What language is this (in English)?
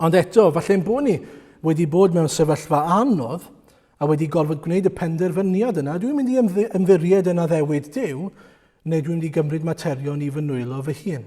Welsh